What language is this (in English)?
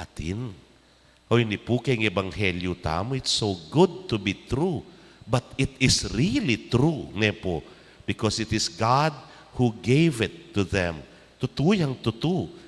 Pampanga